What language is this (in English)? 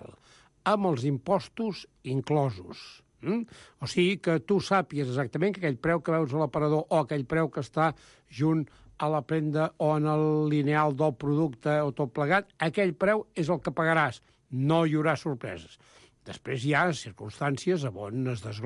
Catalan